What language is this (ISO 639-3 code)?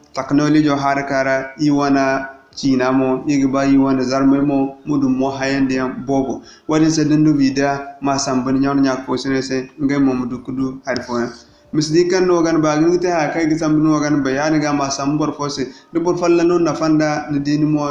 dje